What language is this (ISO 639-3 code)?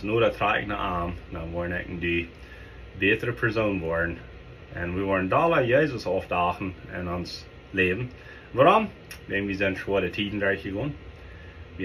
pdt